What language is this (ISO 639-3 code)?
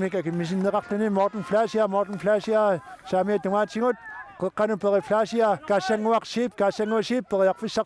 kal